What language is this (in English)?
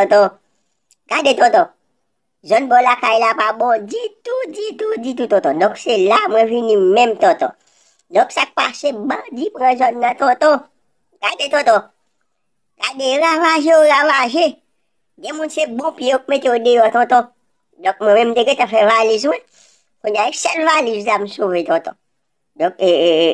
Haitian Creole